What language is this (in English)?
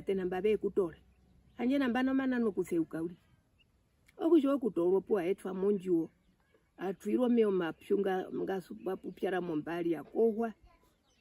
Herero